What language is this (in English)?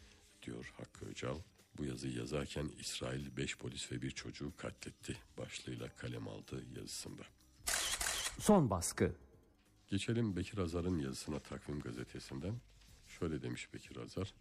Turkish